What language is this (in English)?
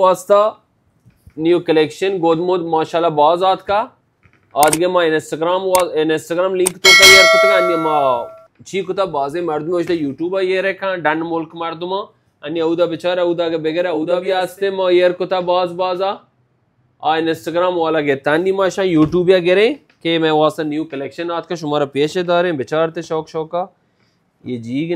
Baluchi